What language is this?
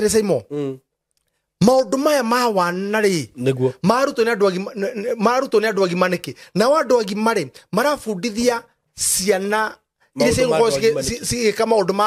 Kikuyu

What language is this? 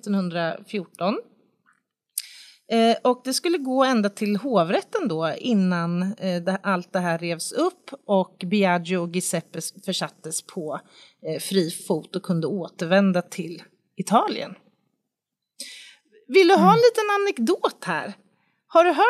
Swedish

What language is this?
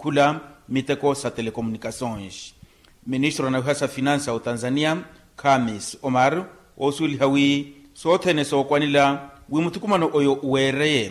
Makhuwa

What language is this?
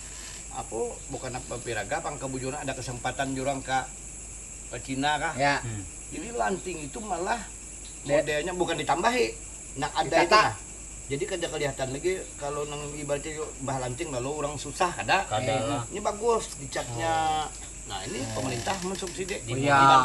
Banjar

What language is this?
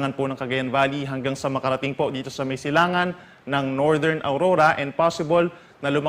Bikol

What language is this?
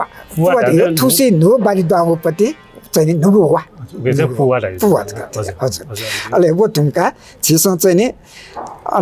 Newari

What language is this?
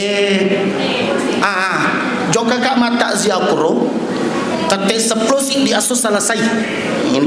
Buginese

